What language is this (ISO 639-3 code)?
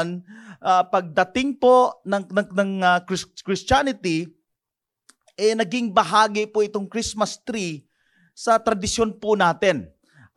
fil